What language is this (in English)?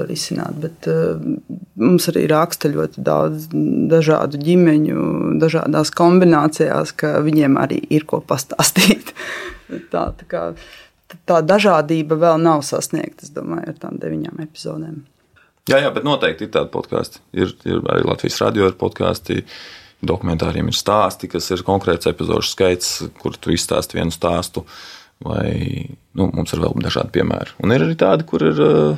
Latvian